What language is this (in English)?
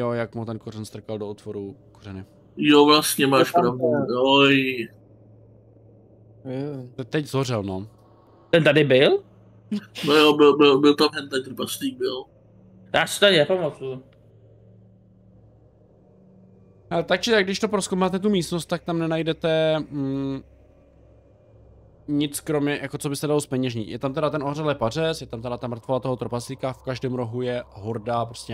Czech